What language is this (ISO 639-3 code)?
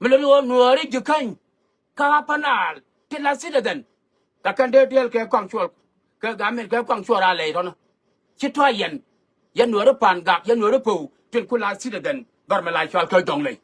nus